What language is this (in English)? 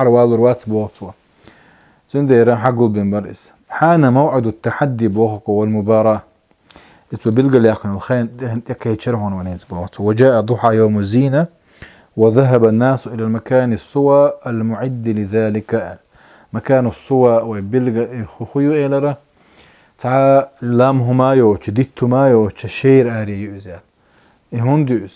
Chechen